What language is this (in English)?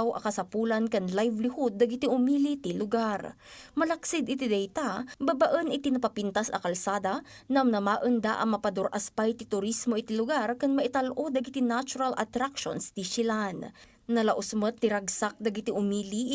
Iloko